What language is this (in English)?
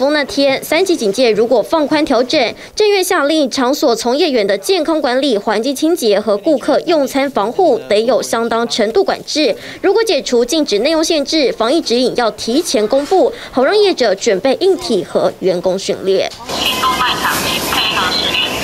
Chinese